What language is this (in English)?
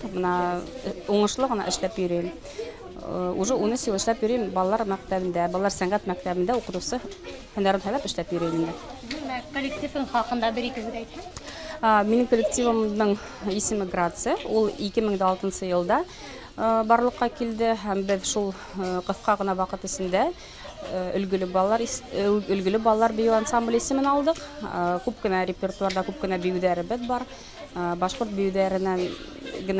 Bashkir